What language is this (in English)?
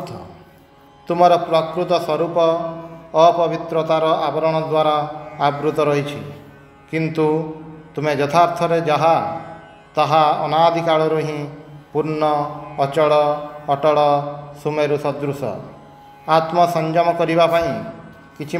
Odia